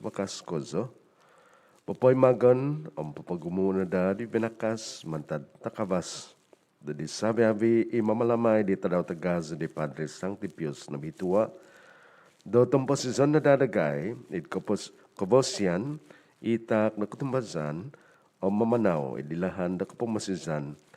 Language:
Central Dusun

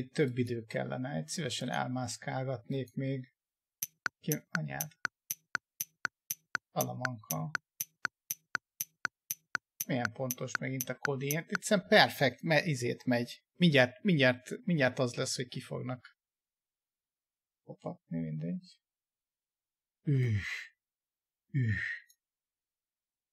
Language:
Hungarian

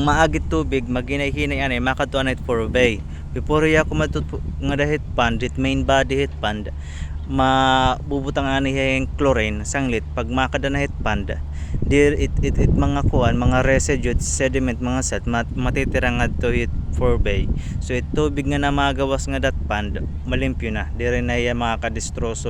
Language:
Waray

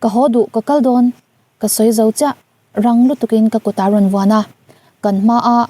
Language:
Mizo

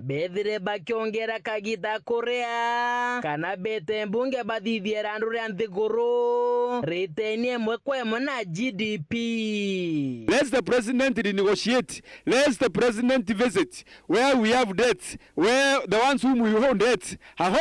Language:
Meru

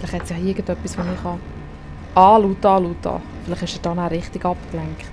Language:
Swiss German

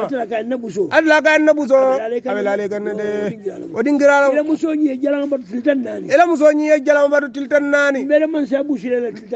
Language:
Hausa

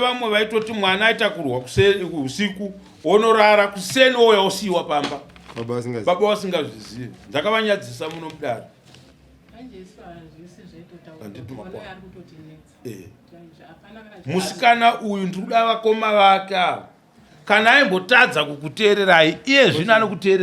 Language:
Shona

